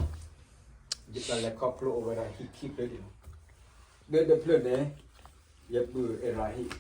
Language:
S'gaw Karen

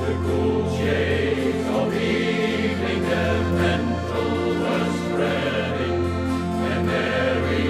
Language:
Western Frisian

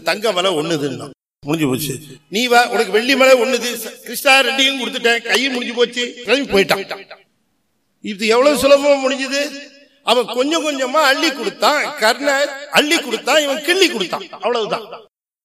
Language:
Tamil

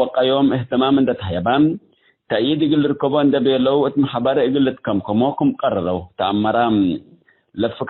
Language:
Tigre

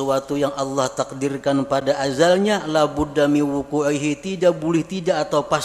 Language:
Banjar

